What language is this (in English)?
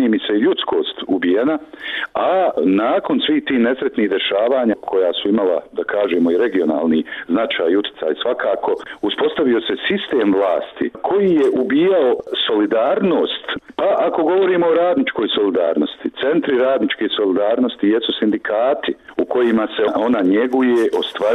Bosnian